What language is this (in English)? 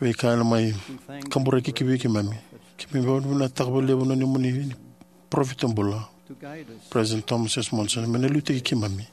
Fijian